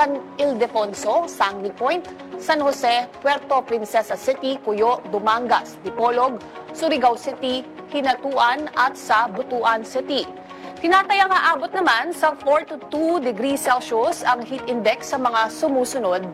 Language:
Filipino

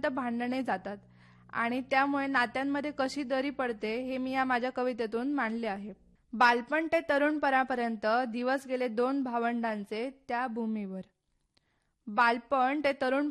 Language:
Marathi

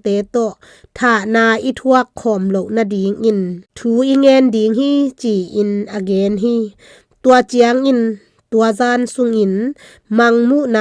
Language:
Tedim Chin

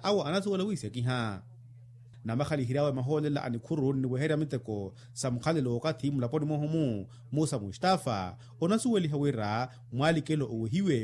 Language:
Makhuwa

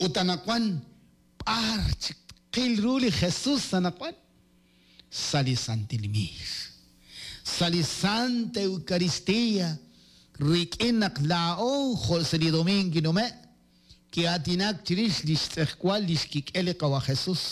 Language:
Kekchí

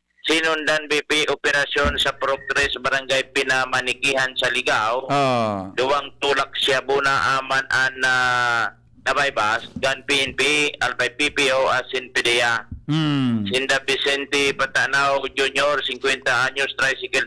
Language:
Bikol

